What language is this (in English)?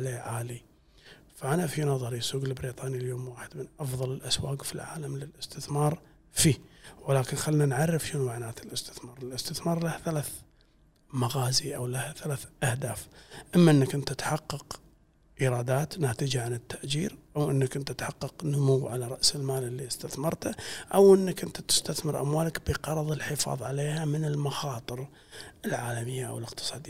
Gulf Arabic